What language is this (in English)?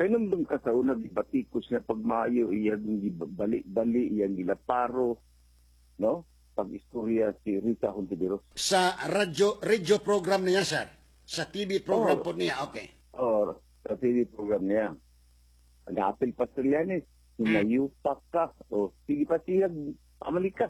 Cebuano